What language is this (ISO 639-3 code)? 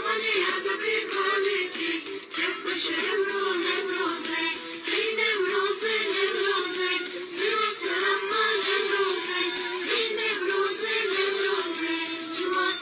zza